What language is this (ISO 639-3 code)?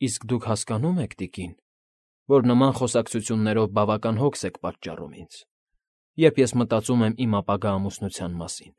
hye